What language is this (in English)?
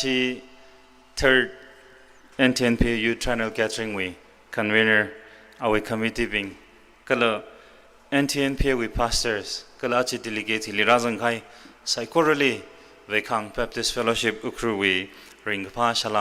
Tangkhul Naga (India)